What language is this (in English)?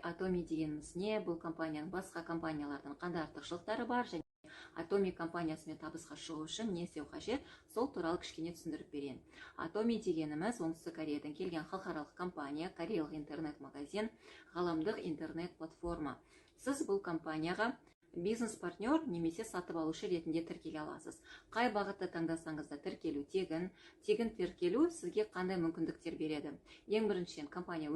Kazakh